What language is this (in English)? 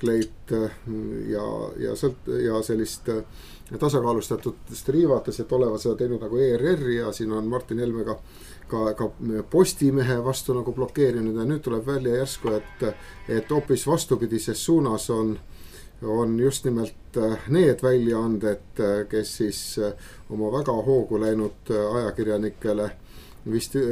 Estonian